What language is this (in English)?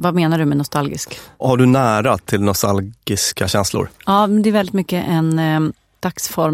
Swedish